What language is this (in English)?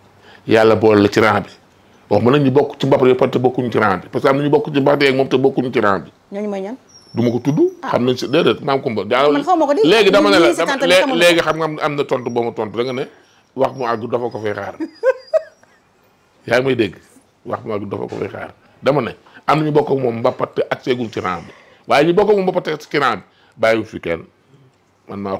Wolof